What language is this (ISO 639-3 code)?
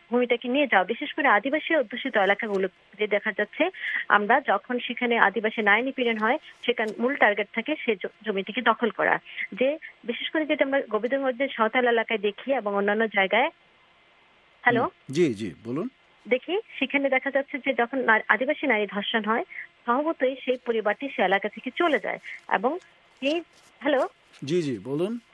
ben